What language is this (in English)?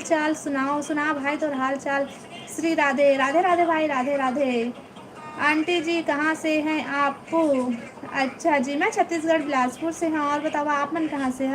Chhattisgarhi